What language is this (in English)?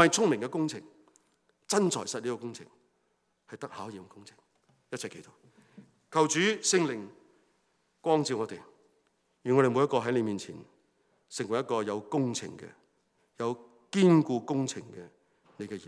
Cantonese